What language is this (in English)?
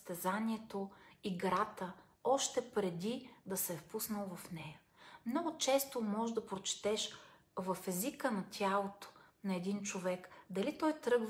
Bulgarian